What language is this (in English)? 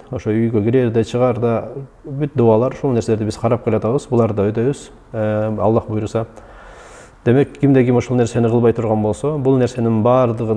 Kyrgyz